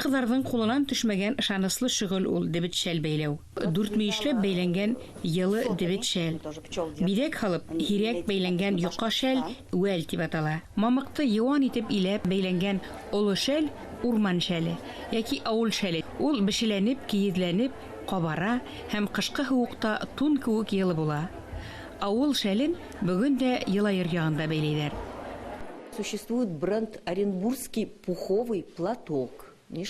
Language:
Bashkir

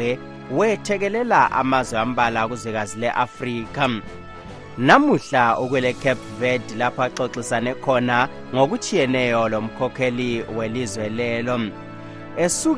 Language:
North Ndebele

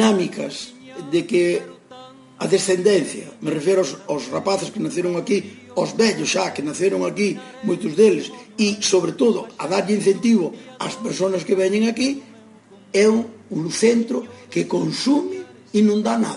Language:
Galician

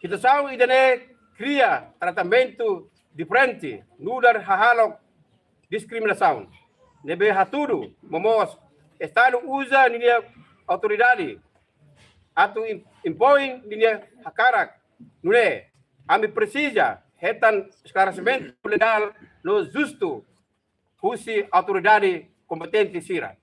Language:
Tetum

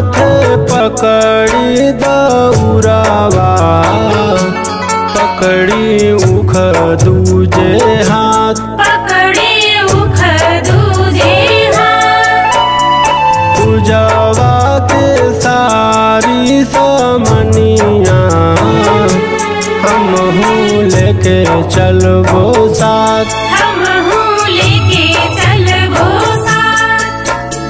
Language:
Bhojpuri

